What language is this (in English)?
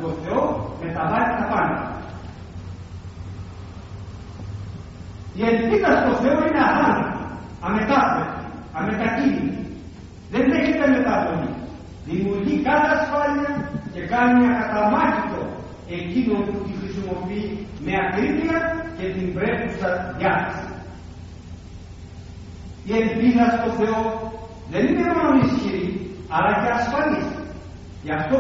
Greek